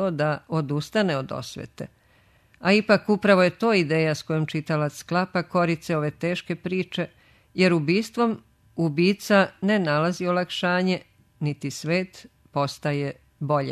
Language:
Serbian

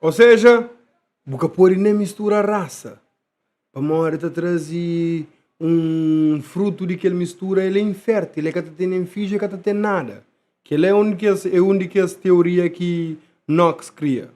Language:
Kabuverdianu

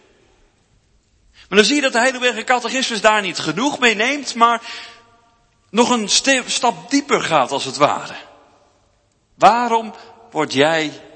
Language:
Dutch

